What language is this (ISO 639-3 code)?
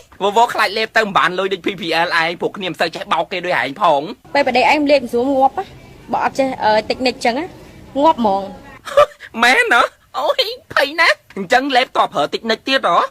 khm